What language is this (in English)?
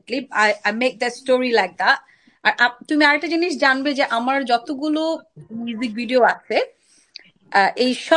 Bangla